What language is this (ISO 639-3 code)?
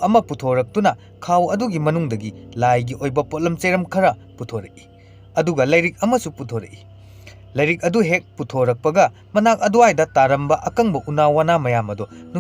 mni